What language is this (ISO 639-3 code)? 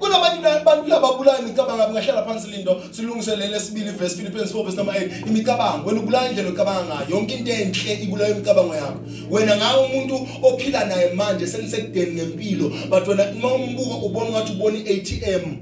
zul